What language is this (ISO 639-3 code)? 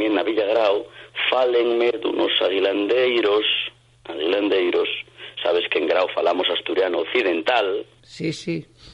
ast